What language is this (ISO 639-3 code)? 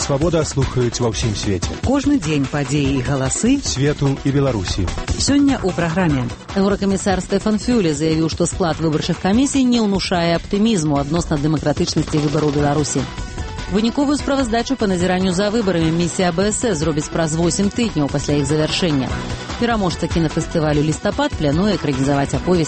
bel